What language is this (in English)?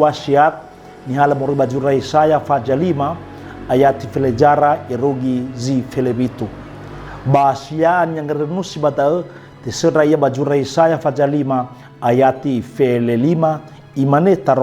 Nias